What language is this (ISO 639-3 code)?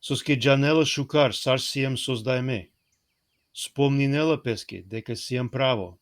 rmn